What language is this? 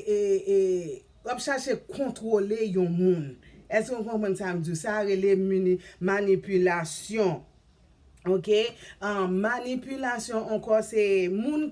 Haitian Creole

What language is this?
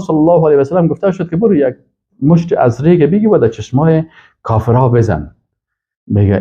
Persian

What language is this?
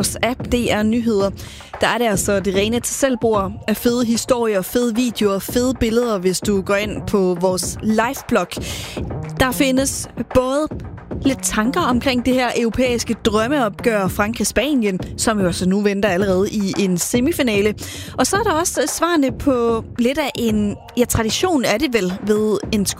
Danish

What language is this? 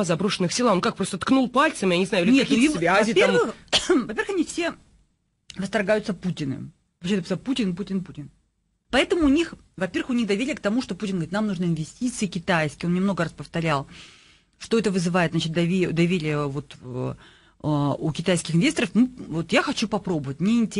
Russian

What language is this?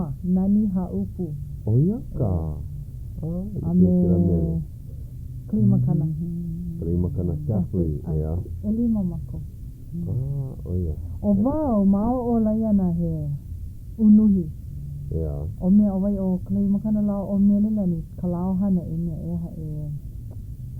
Hawaiian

